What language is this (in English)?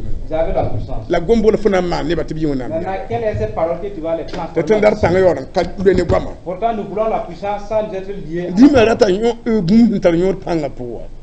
Mossi